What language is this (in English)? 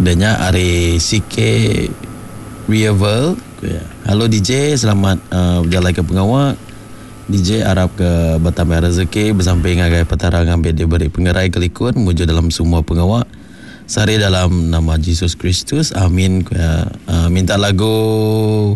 Iban